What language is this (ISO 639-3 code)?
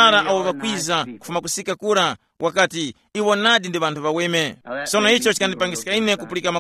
tum